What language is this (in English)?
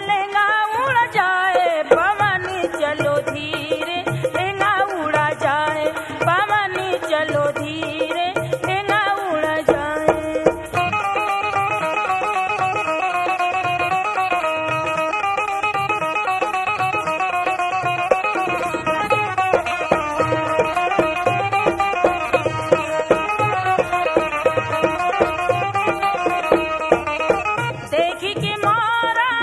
Bhojpuri